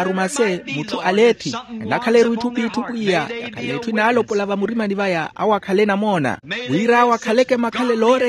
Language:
Makhuwa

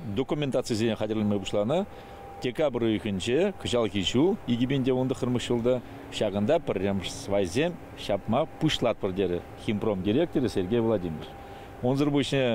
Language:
Chuvash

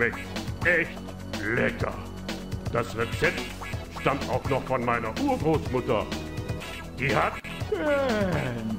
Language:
German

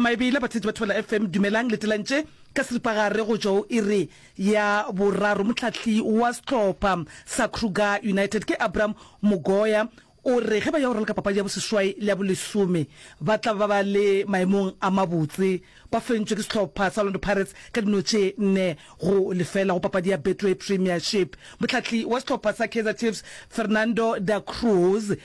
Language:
Northern Sotho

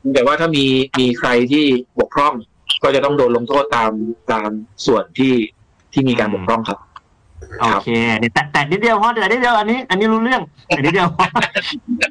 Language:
Thai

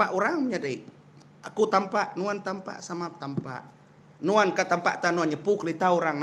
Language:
Iban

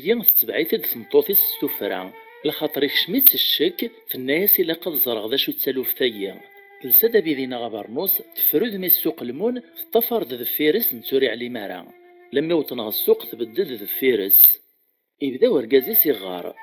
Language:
Kabyle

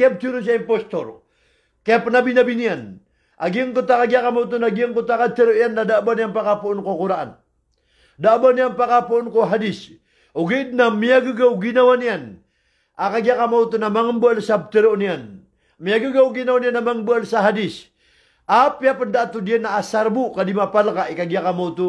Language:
Maranao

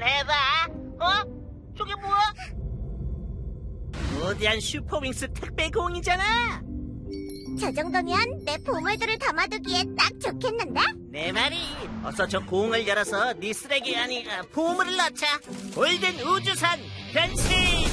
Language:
Korean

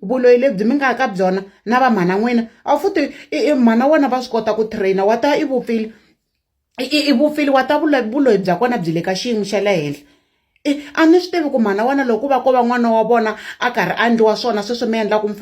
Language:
Tsonga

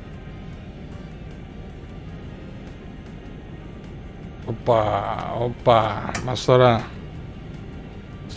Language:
Greek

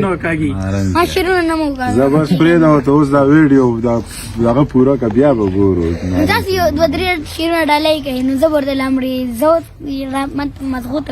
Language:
Pashto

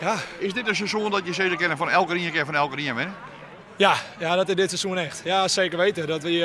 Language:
Western Frisian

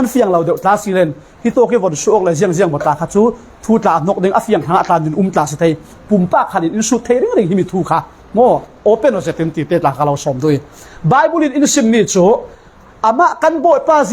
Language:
Falam Chin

